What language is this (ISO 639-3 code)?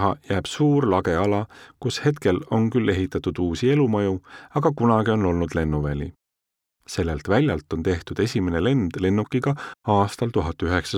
est